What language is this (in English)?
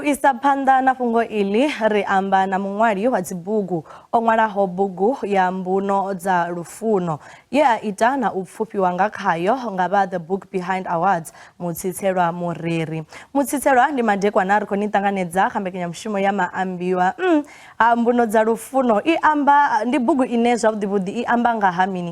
Venda